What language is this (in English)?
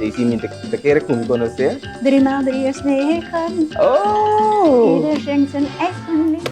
Papiamento